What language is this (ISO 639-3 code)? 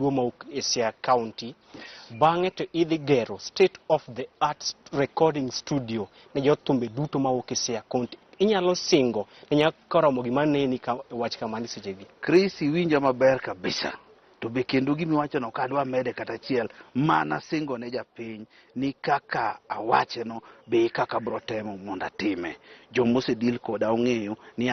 luo